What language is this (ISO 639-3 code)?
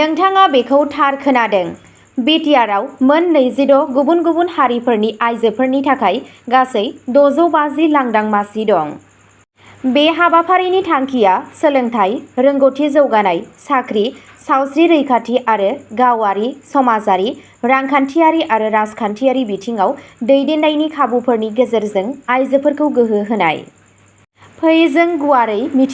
brx